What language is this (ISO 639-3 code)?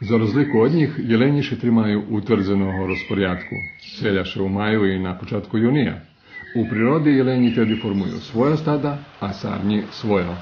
rue